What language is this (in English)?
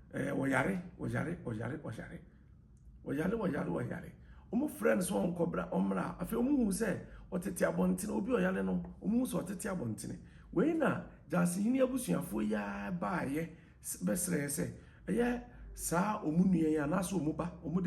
Akan